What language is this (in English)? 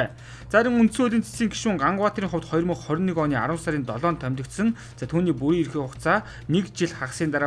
Mongolian